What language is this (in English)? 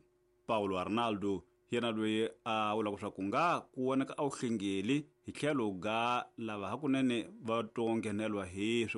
Tsonga